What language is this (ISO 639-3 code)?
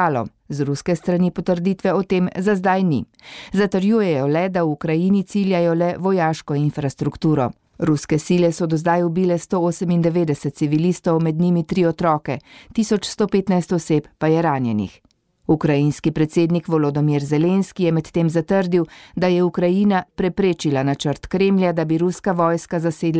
slv